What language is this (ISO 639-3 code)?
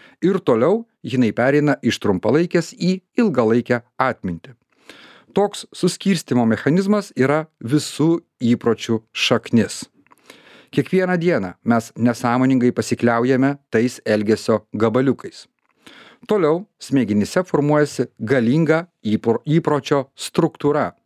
lit